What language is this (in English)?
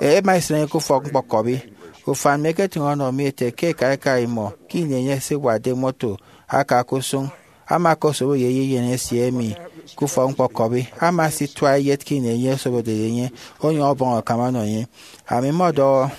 Efik